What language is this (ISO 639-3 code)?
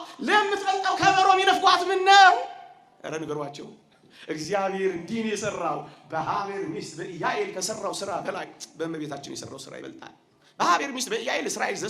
amh